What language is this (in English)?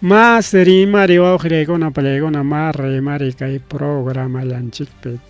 Ayacucho Quechua